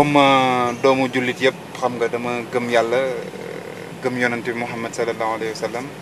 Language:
Wolof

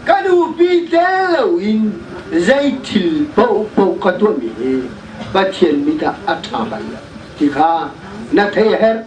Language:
Hakha Chin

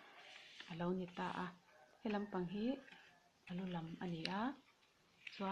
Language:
Mizo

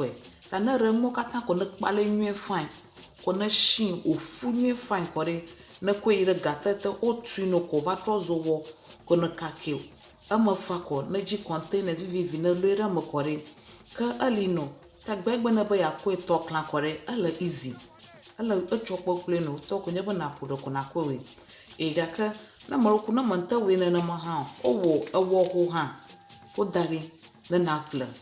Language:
Ewe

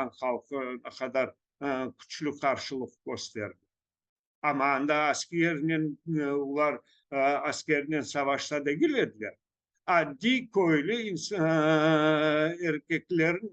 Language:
Crimean Tatar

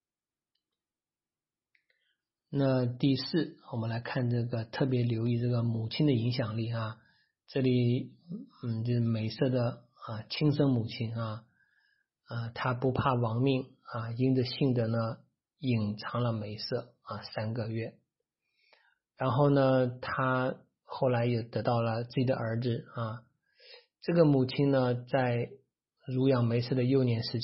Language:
Chinese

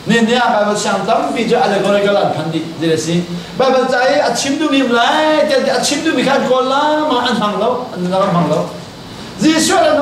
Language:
Hakha Chin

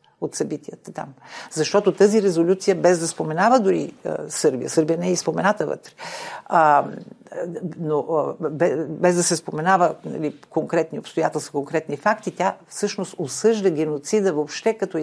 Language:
Bulgarian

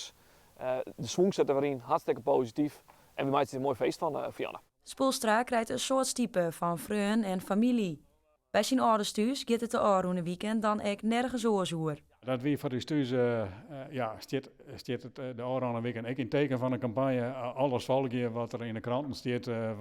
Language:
Western Frisian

